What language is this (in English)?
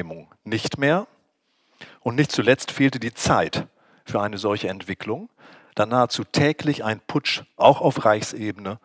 German